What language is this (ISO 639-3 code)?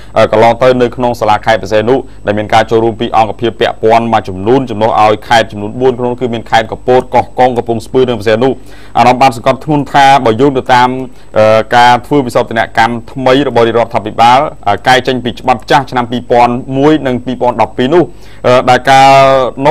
khm